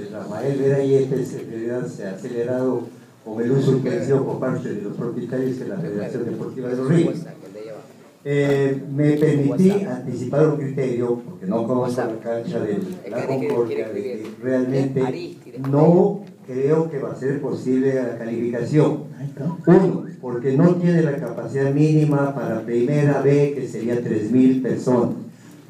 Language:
Spanish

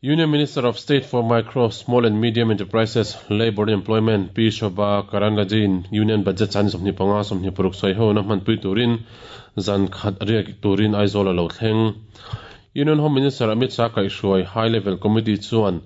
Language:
Mizo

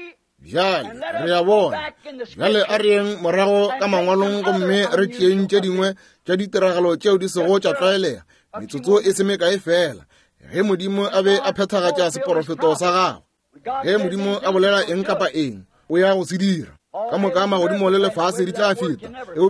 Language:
Northern Sotho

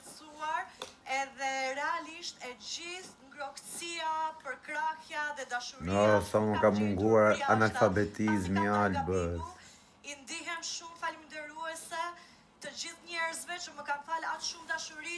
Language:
Albanian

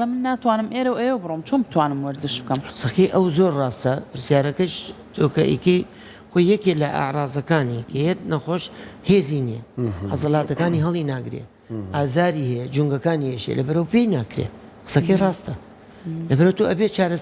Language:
Central Kurdish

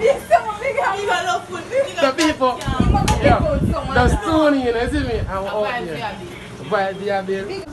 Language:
Jamaican Creole English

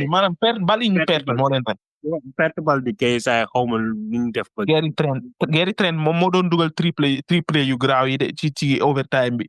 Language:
Wolof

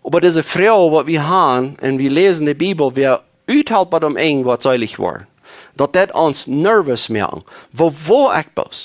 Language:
Plautdietsch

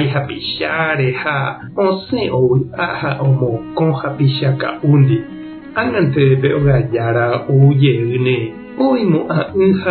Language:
Guarani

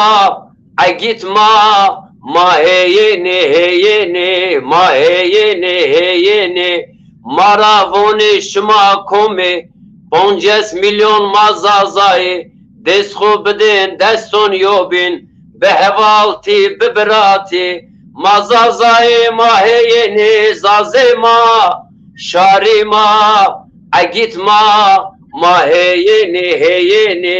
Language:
Zaza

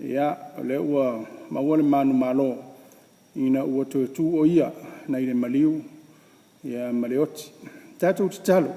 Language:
Samoan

